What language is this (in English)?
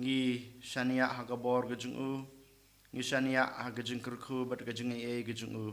Khasi